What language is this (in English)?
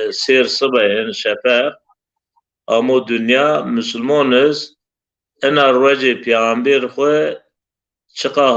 Zaza